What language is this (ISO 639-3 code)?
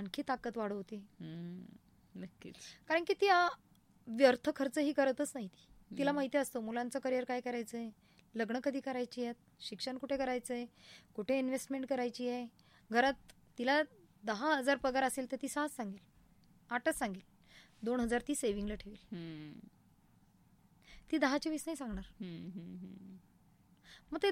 mar